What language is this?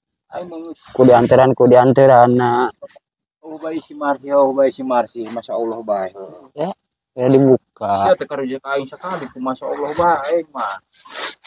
Sundanese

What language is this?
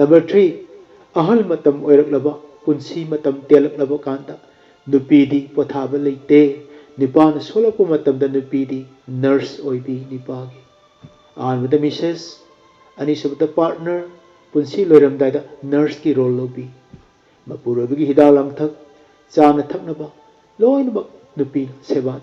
Manipuri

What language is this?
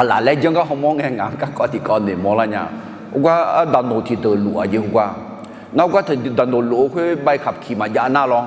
Akha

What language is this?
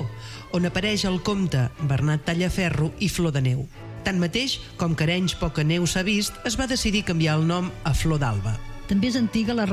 Catalan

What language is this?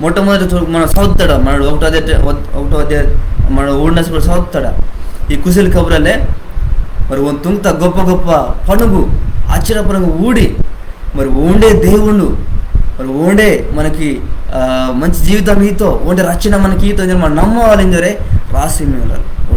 Koya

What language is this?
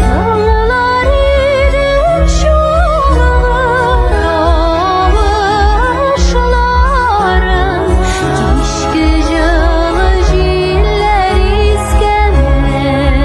Tatar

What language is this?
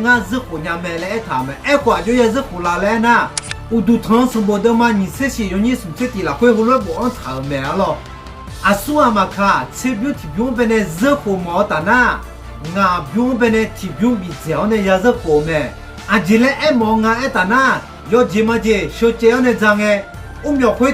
Akha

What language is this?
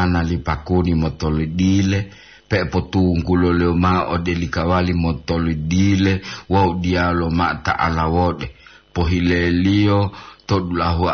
Gorontalo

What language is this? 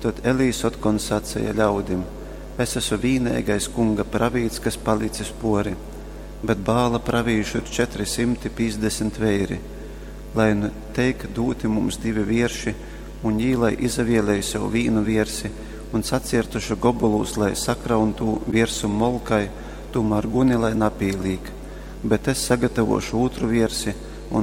Latgalian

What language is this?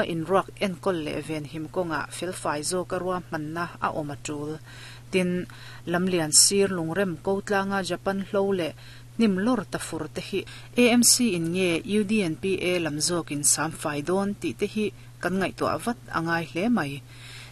Mizo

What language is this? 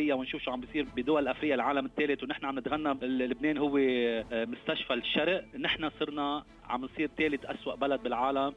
North Levantine Arabic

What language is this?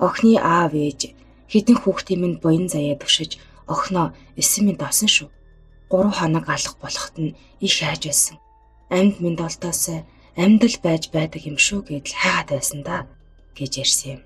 Mongolian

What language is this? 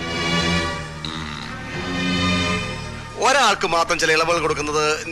Malayalam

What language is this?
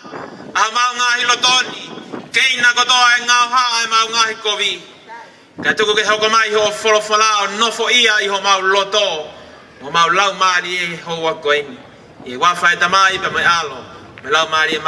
Tongan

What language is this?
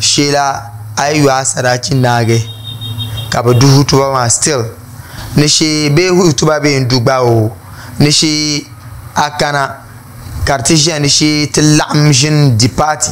Dagbani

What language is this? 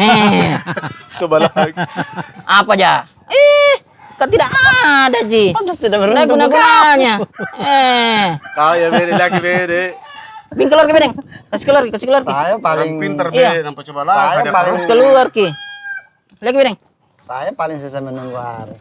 Makassar Malay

